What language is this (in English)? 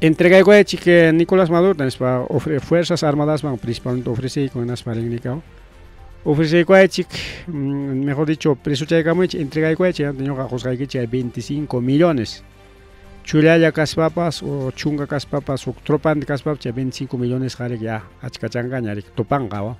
Ayacucho Quechua